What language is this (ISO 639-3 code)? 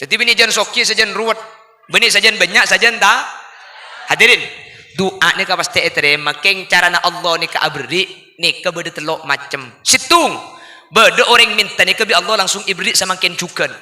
mad